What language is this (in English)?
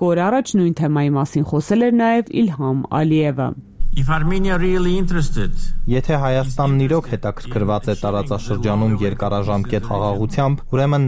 Armenian